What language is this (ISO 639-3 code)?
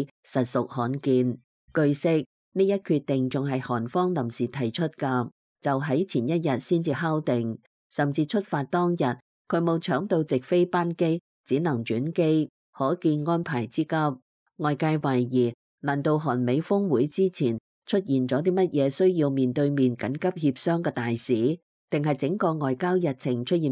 yue